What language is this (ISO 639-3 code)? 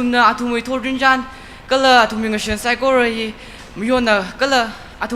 nmf